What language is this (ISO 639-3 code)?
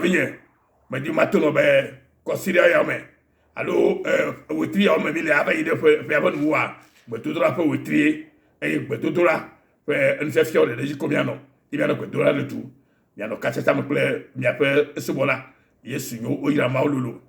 ewe